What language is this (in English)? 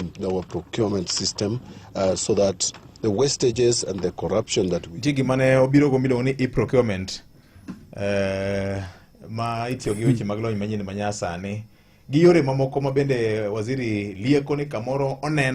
Luo (Kenya and Tanzania)